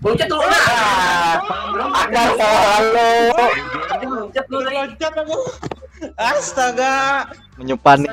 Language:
Banjar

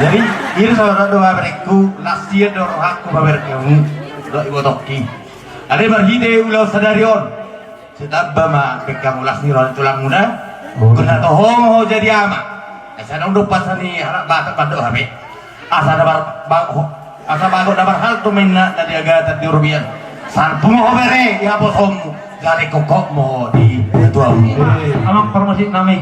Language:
Batak Toba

